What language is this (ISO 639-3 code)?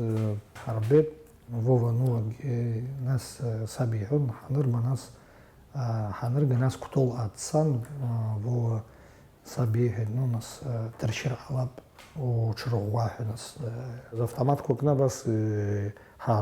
abk